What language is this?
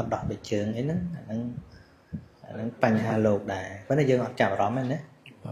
Khmer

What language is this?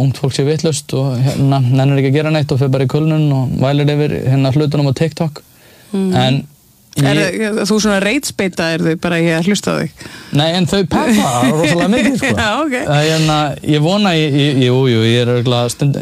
Icelandic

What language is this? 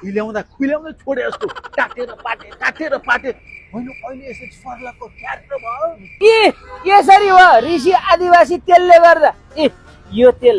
Nepali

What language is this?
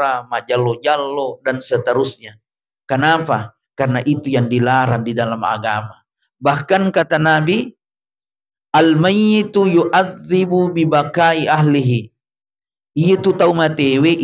Buginese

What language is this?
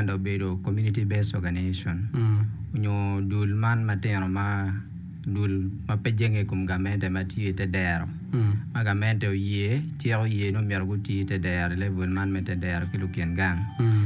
Acoli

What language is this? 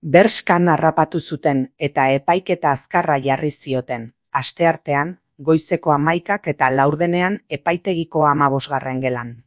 Basque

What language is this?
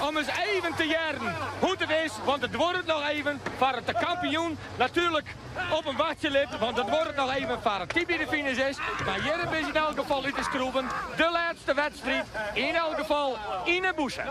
Western Frisian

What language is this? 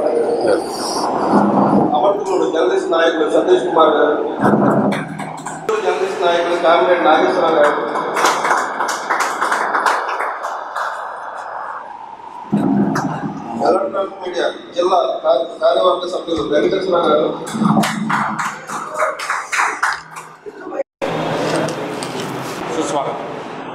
Telugu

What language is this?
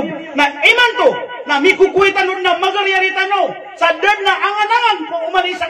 Maranao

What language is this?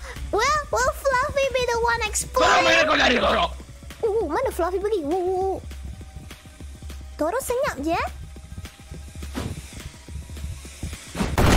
Malay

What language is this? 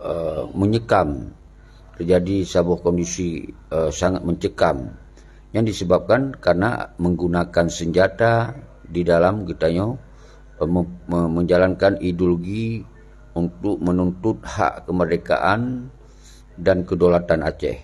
Achinese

